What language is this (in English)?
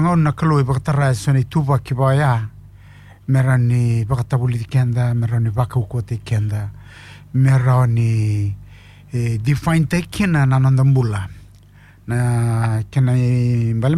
Fijian